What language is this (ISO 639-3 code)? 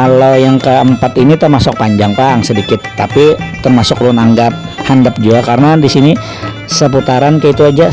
bjn